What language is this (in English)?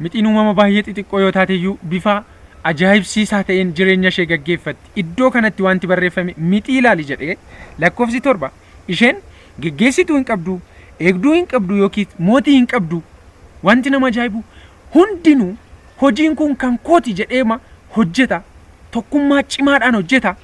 Oromo